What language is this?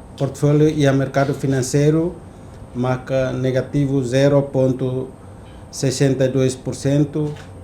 Tetum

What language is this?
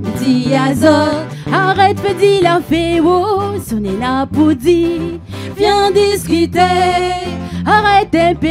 Réunion Creole French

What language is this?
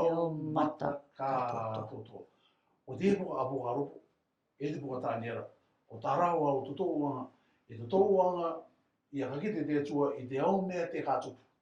Rarotongan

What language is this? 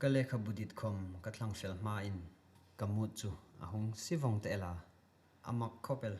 Hmar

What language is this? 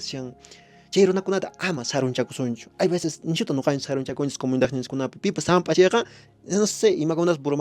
Quechua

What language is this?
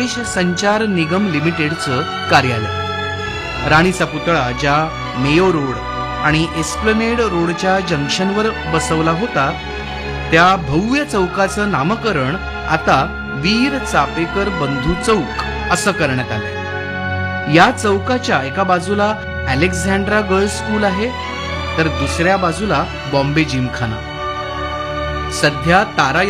Marathi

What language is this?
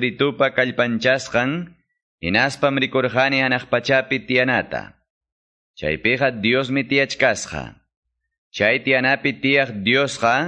Quechua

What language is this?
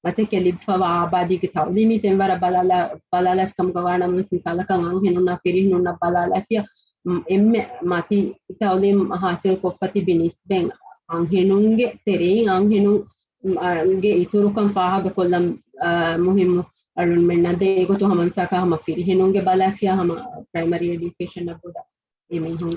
Divehi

